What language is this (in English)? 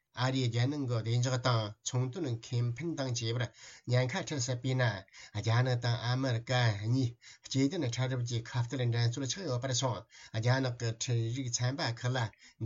Tibetan